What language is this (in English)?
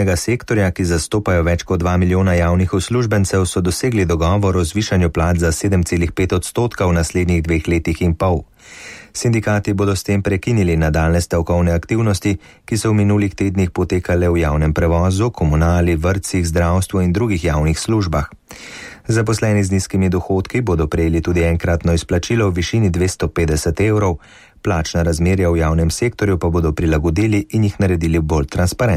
Slovenian